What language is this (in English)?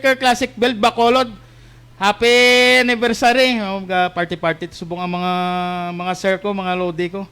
Hiligaynon